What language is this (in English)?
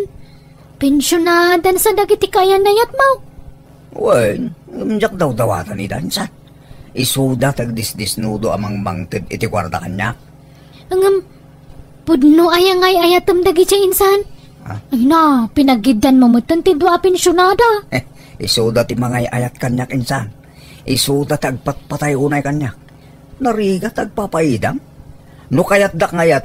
Iloko